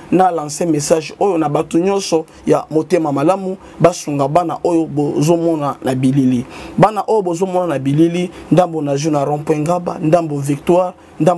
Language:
Lingala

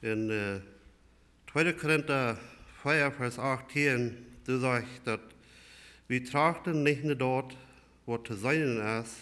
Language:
Plautdietsch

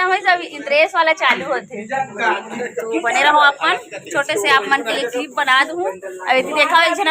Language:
Chhattisgarhi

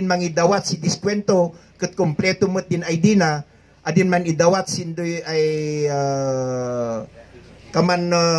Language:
Kankanaey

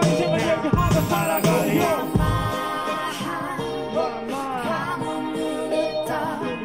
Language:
Korean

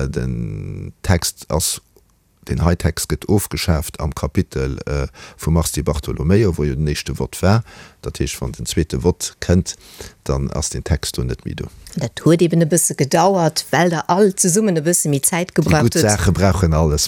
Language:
Luxembourgish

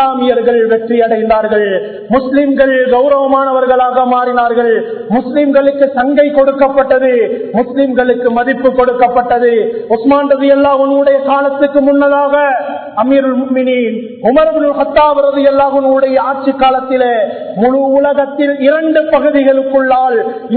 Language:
Tamil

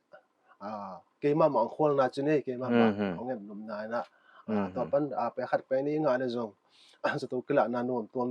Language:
Paite Chin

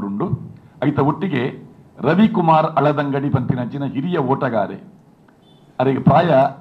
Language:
Tulu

